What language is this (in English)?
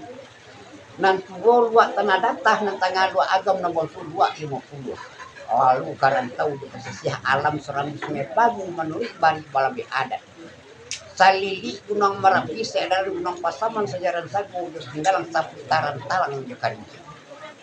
Minangkabau